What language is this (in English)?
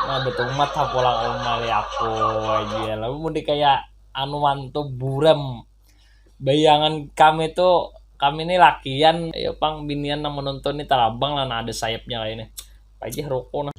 Banjar